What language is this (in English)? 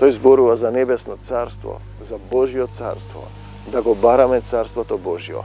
Macedonian